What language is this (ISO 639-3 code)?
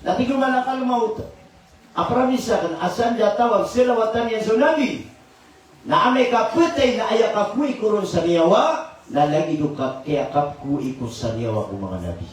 mrw